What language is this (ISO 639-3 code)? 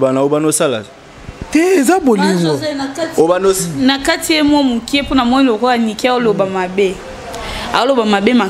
lin